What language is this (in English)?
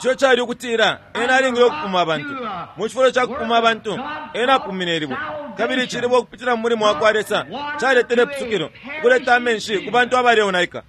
Bemba